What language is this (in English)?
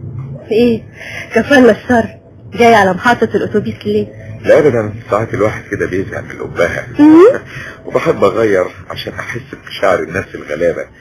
Egyptian Arabic